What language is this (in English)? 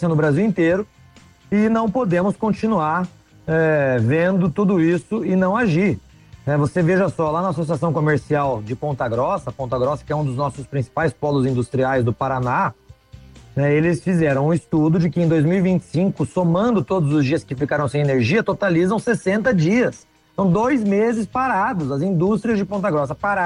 Portuguese